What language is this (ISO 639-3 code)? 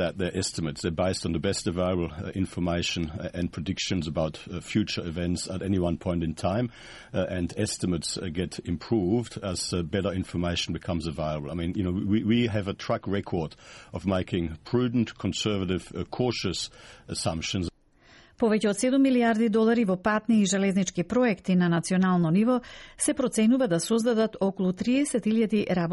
mkd